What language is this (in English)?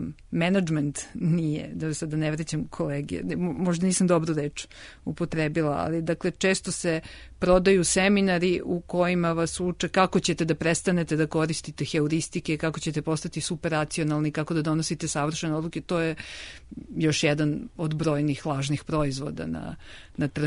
Serbian